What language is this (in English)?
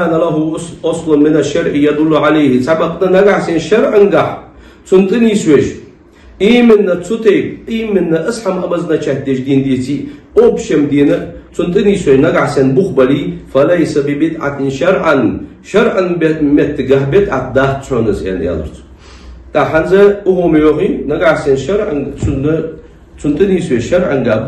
Ingush